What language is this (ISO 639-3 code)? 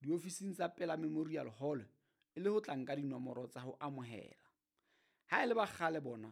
sot